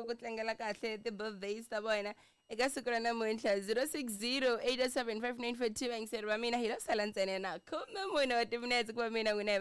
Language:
Tsonga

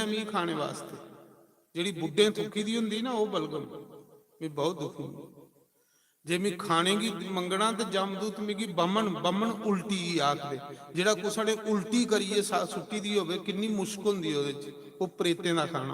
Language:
Dogri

